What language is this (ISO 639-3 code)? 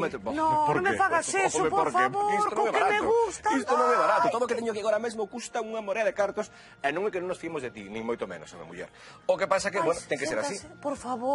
glg